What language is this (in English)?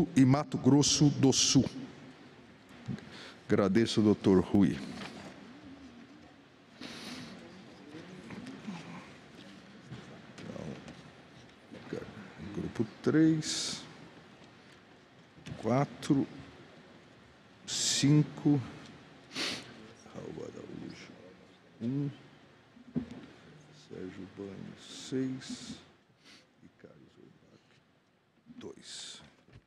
Portuguese